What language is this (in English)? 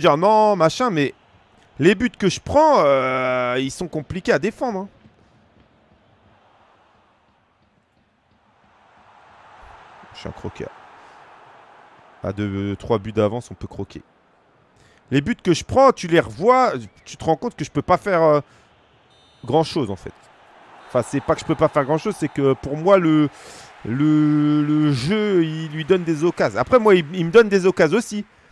French